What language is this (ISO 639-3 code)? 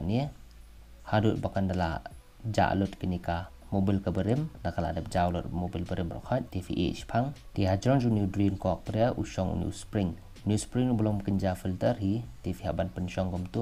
kha